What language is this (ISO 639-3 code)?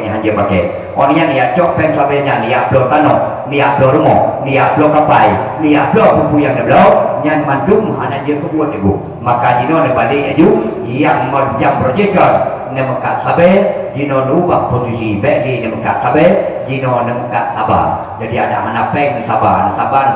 ace